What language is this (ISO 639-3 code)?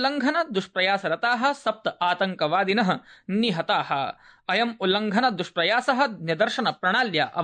san